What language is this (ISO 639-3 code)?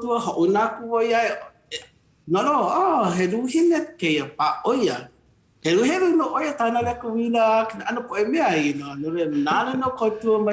haw